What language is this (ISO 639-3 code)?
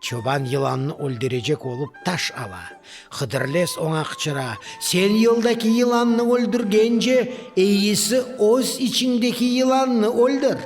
crh